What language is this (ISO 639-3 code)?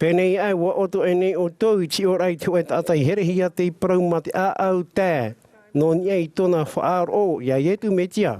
tah